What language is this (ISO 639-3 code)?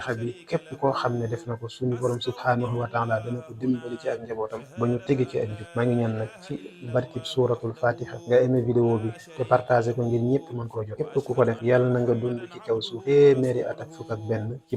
wol